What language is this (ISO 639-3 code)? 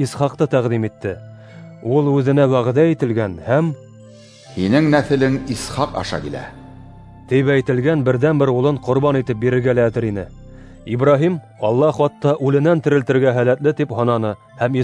bak